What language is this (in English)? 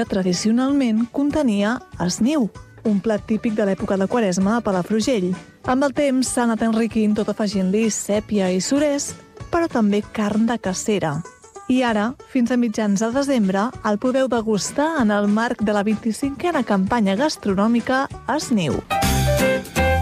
Catalan